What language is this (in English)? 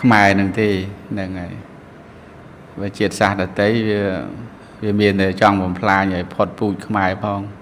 Khmer